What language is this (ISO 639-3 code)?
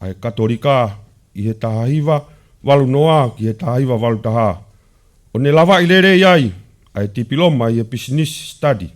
ton